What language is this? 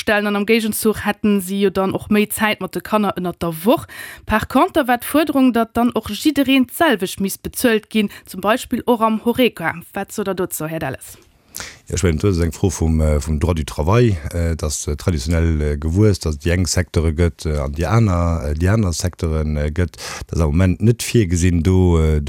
Luxembourgish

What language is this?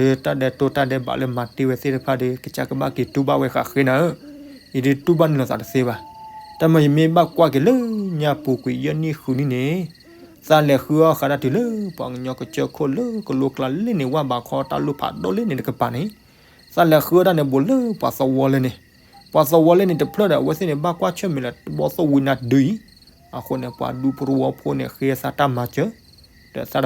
S'gaw Karen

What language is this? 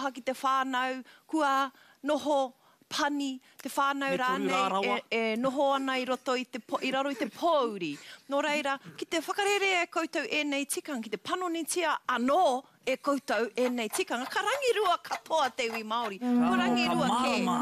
Māori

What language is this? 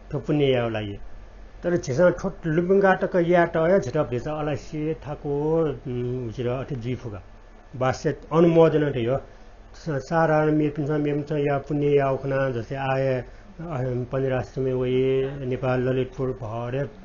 Newari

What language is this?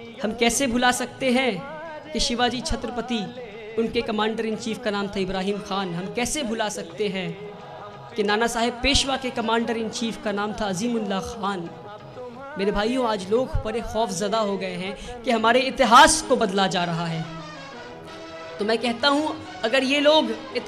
Hindi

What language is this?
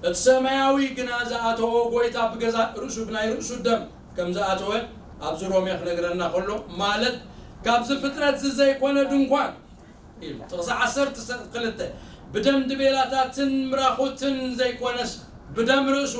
Tigrinya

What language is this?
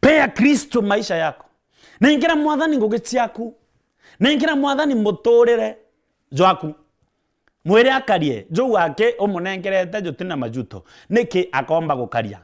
Meru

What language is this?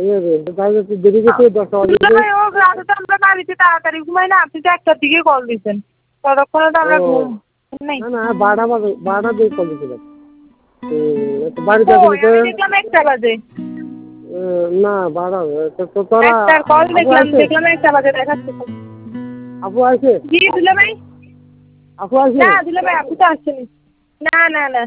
Bangla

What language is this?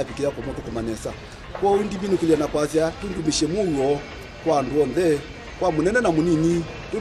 Kamba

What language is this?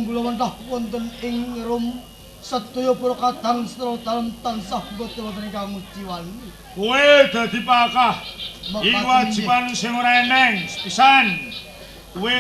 Javanese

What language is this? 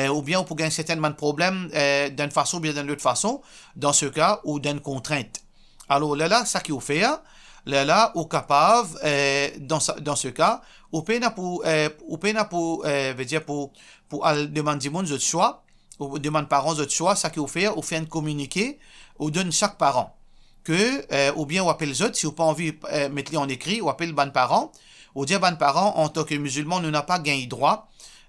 Morisyen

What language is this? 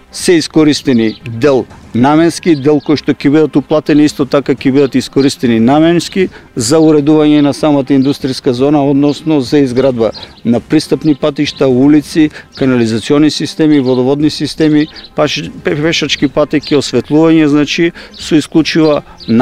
Macedonian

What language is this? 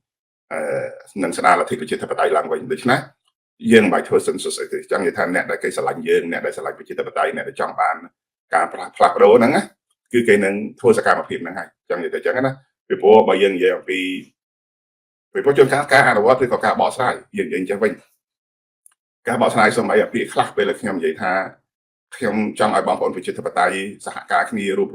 Khmer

